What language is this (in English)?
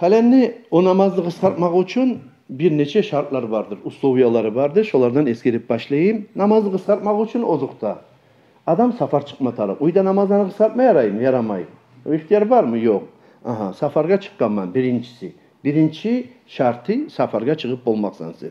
Kumyk